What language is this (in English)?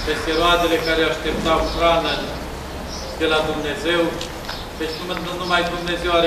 Romanian